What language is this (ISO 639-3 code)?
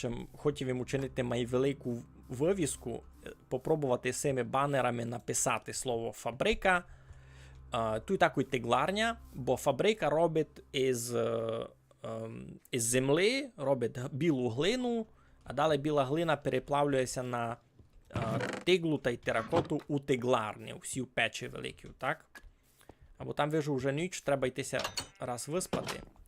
rue